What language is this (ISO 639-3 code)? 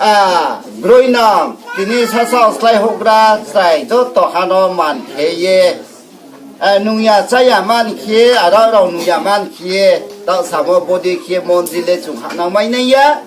ria